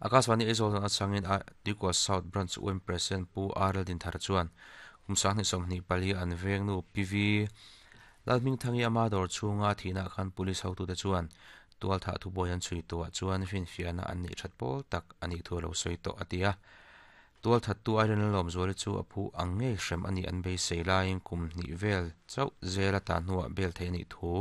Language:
Mizo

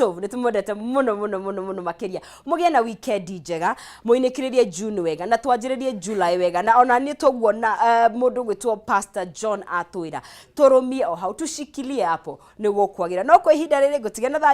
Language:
Kikuyu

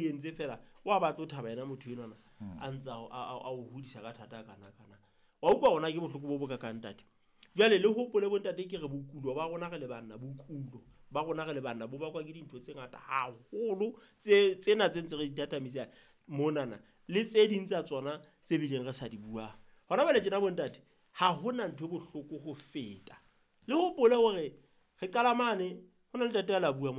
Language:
Southern Sotho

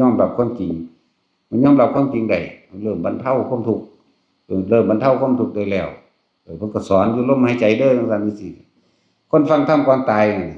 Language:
Northeastern Thai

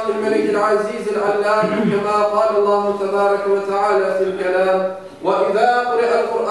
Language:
Crimean Tatar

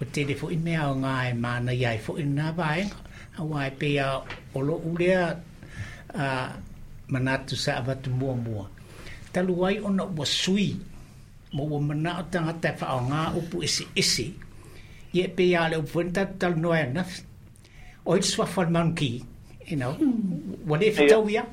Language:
Samoan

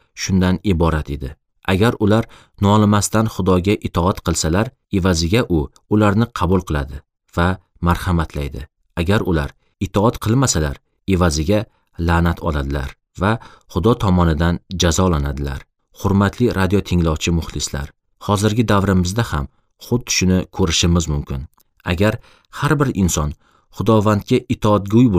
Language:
Uzbek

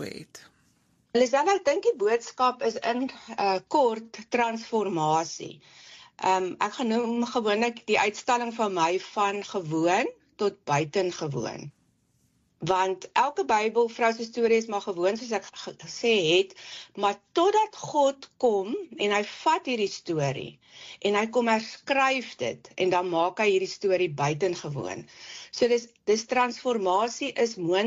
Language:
Afrikaans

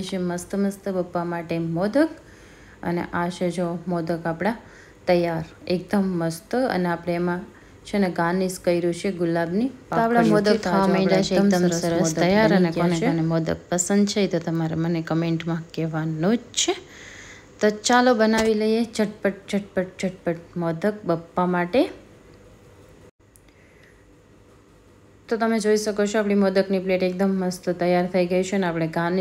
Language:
Gujarati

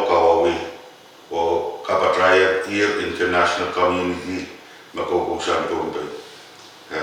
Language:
Pohnpeian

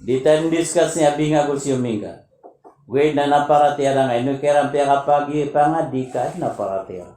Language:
Maranao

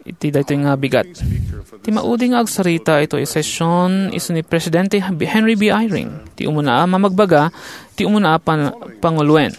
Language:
Iloko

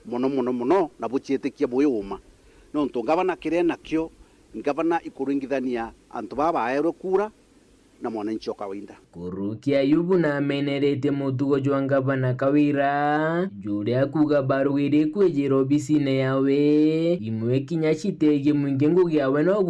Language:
Meru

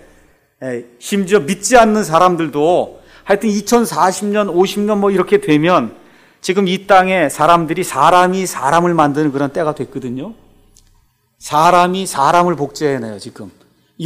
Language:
Korean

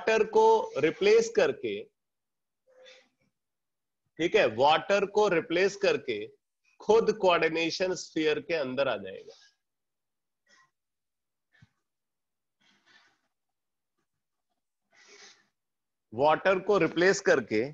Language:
Hindi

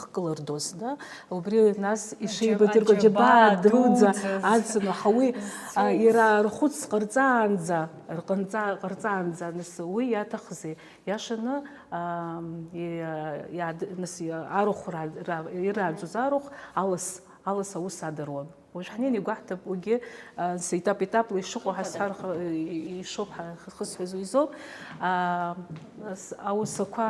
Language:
Abkhazian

